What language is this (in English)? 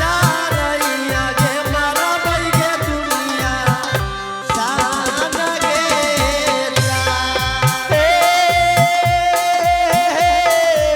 Angika